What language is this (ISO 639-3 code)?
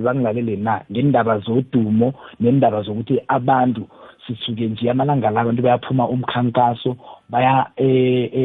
nbl